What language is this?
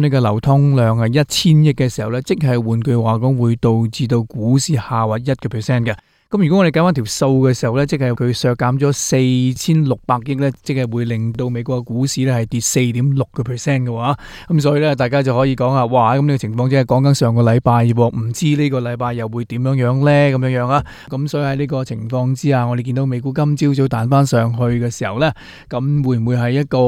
Cantonese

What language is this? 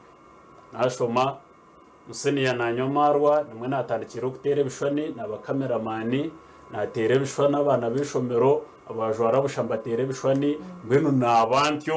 Nyankole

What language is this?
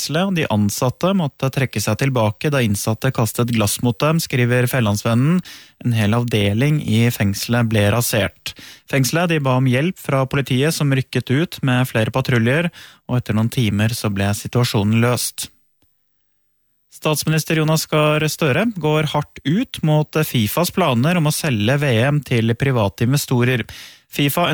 Norwegian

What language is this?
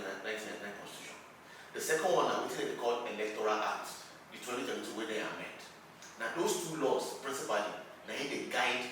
Nigerian Pidgin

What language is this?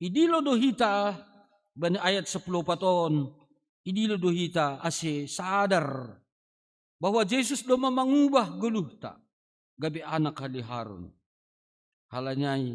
Batak Simalungun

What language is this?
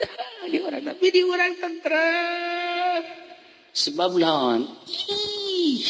Sundanese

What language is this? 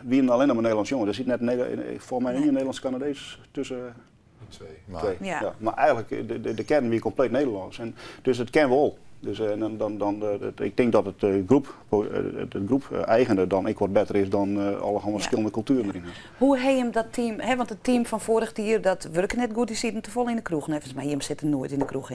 Western Frisian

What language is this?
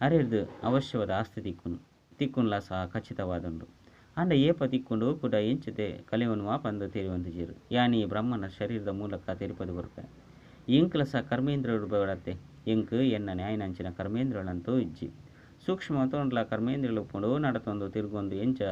Tulu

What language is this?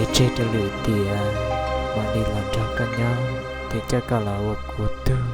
Hmong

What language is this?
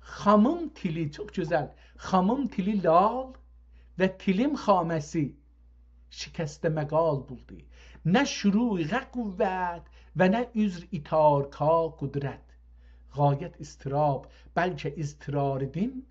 South Azerbaijani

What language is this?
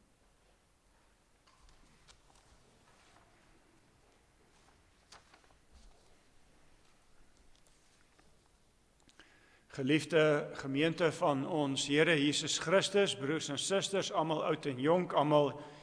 Afrikaans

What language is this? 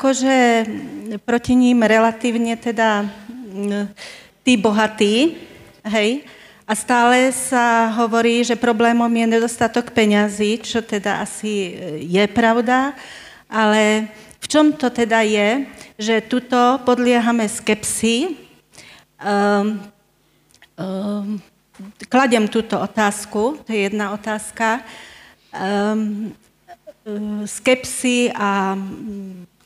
Slovak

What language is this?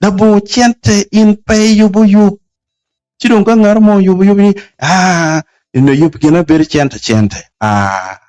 Acoli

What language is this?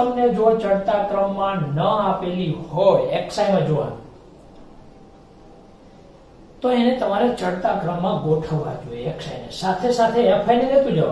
Gujarati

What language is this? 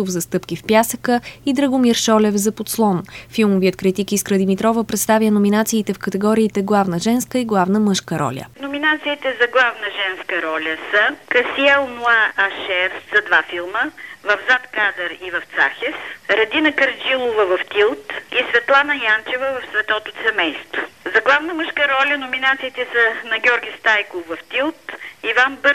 Bulgarian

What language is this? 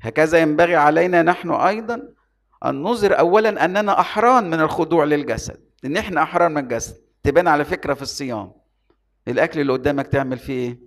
Egyptian Arabic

